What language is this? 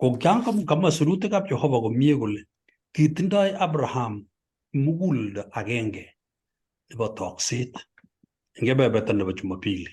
Kalenjin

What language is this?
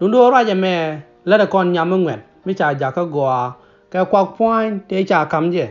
Nuer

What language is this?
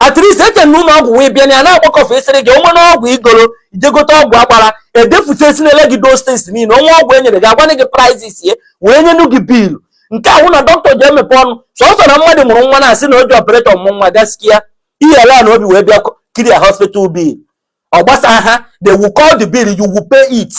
Igbo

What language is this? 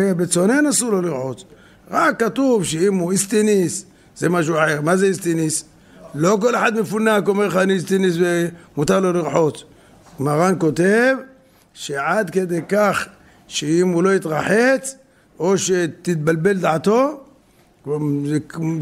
Hebrew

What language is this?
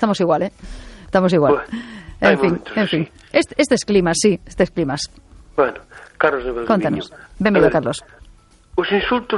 Galician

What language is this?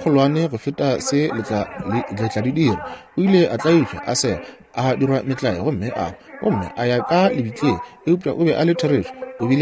Northern Sotho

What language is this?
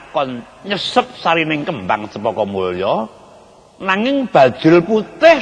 Javanese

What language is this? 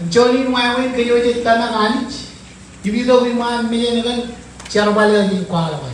Marshallese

